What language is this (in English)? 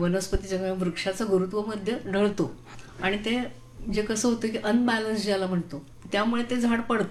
Marathi